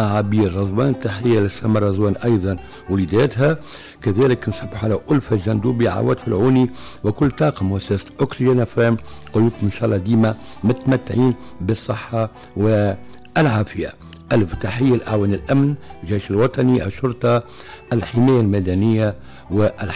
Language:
Tunisian Arabic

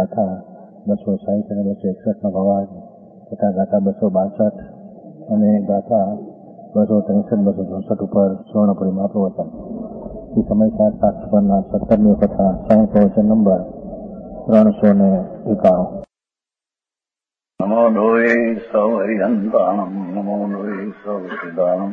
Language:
Gujarati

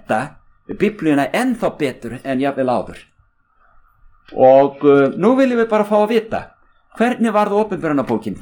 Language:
Icelandic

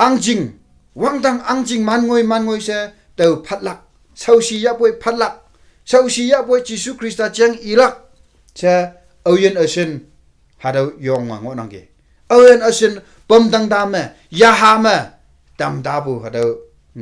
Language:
Konyak Naga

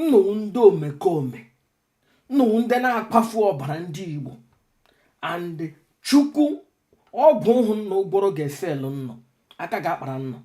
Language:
Igbo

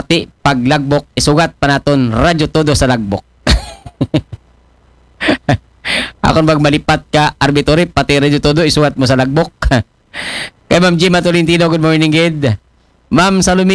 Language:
Aklanon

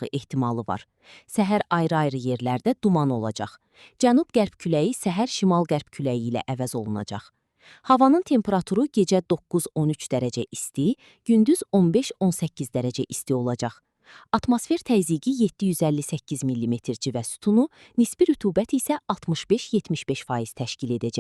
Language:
Azerbaijani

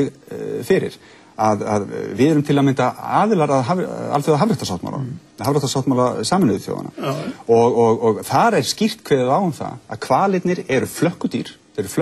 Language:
Icelandic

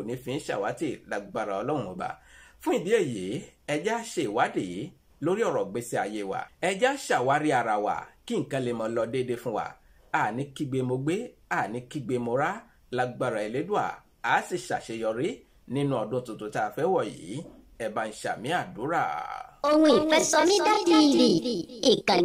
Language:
Yoruba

